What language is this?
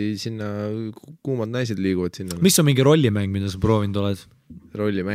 Estonian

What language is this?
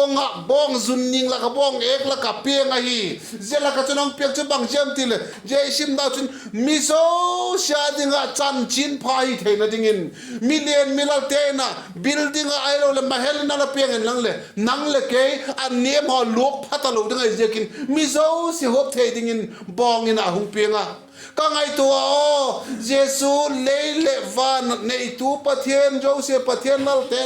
Vaiphei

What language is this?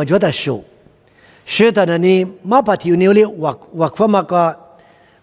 Lisu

